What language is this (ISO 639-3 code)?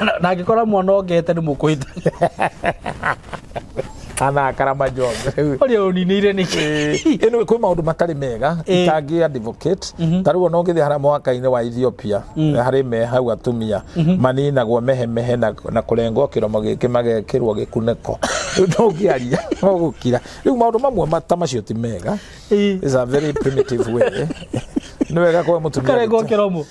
kik